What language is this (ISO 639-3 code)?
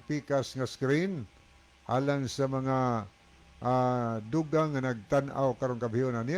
ceb